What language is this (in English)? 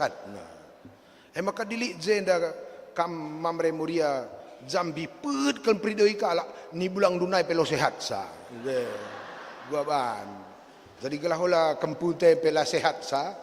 Batak Karo